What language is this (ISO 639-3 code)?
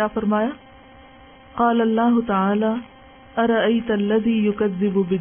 urd